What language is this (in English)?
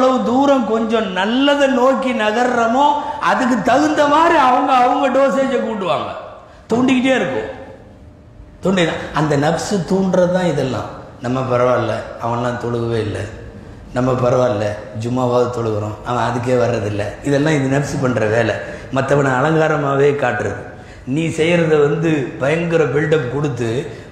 Tamil